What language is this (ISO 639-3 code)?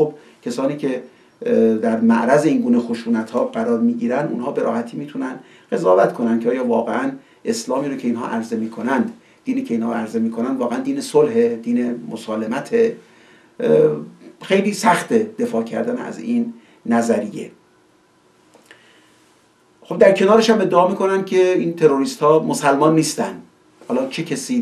fas